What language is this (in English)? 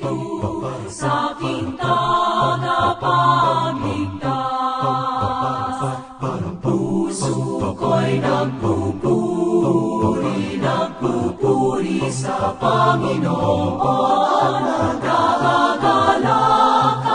Pampanga